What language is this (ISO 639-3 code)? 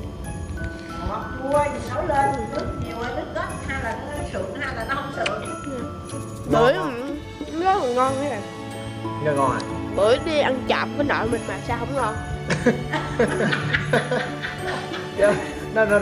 vie